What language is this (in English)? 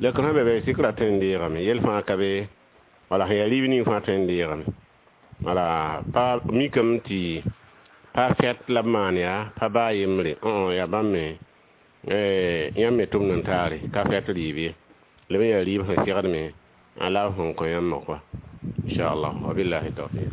Mossi